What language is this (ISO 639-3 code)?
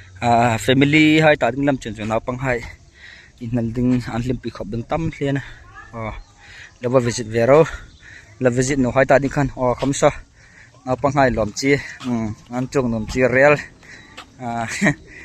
hmr